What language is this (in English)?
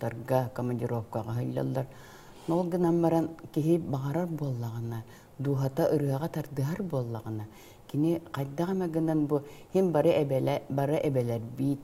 Yakut